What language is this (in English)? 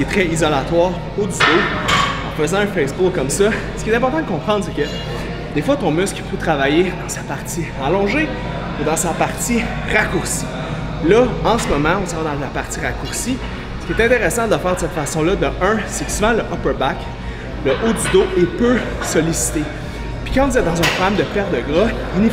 French